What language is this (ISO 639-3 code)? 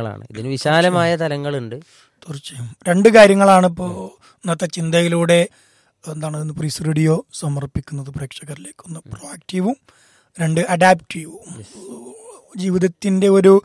mal